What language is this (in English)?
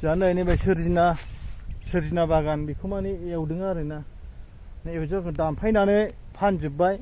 Bodo